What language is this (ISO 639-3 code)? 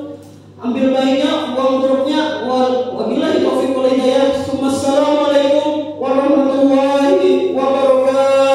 bjn